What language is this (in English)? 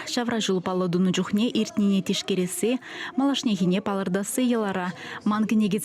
Chuvash